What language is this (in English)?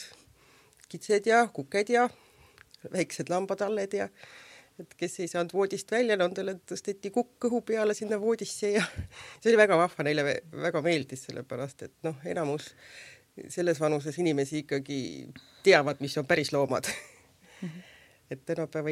Estonian